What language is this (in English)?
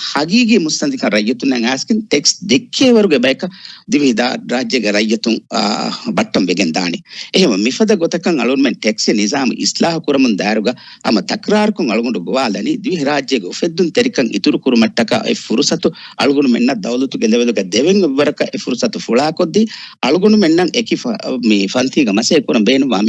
Divehi